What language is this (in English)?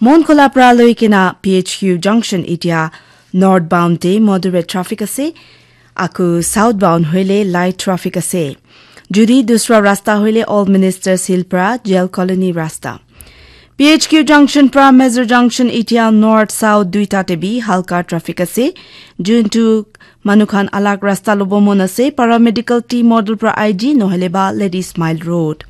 Naga Pidgin